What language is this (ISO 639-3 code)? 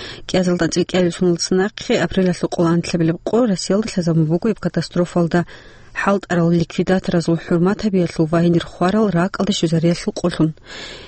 ava